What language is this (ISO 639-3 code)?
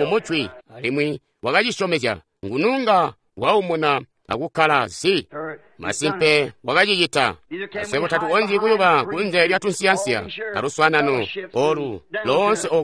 toi